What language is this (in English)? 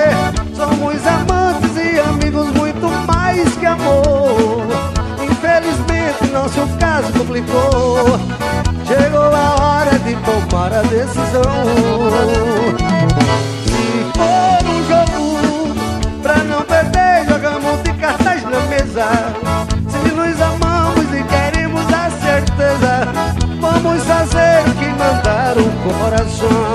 Portuguese